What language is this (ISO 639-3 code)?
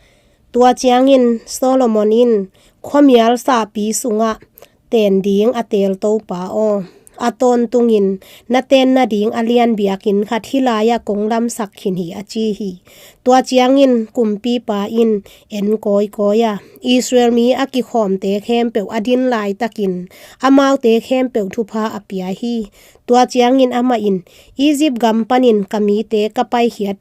ctd